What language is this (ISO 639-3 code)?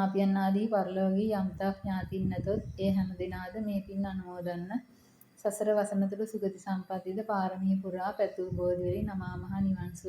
sin